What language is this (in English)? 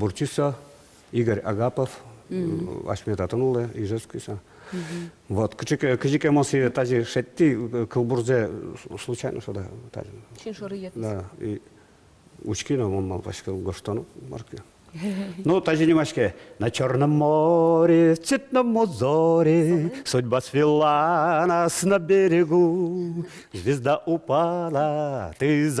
Udmurt